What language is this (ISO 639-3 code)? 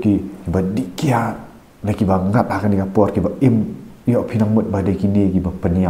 kha